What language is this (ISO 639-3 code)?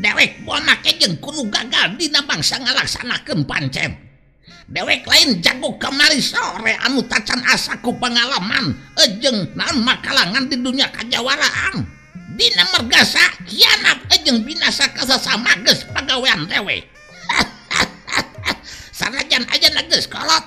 sun